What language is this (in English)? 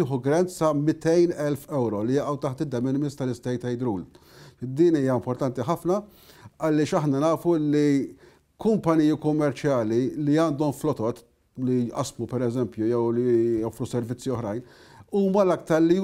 Maltese